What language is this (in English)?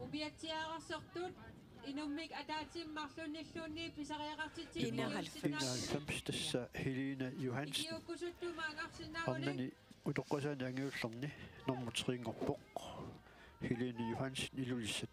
Kalaallisut